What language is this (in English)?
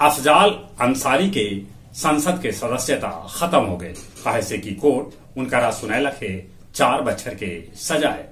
Magahi